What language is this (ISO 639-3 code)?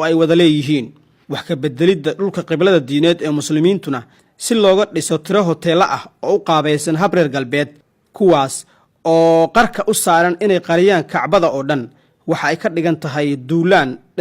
som